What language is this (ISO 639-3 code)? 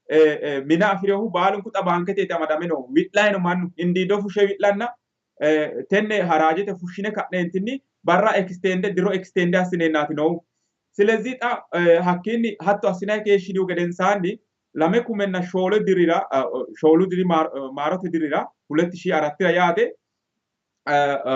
sid